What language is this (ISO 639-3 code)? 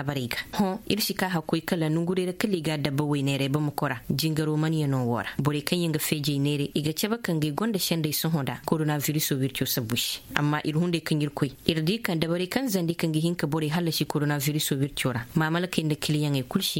dje